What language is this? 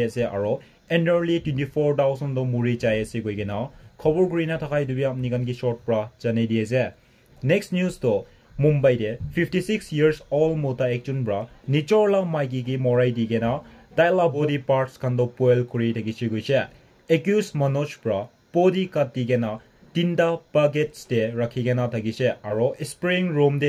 Naga Pidgin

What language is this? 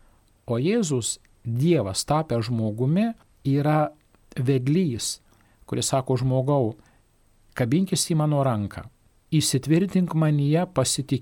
Lithuanian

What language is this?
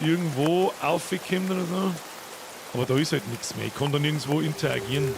Bavarian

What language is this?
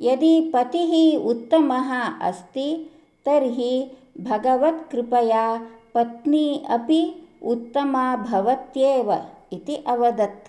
Sanskrit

